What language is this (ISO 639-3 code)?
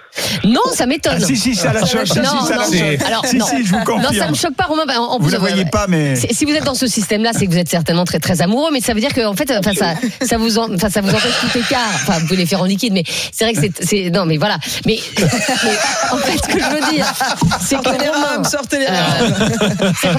fra